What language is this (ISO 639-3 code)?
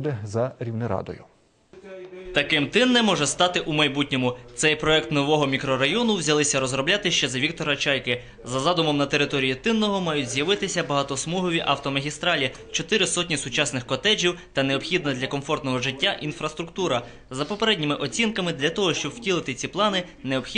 ukr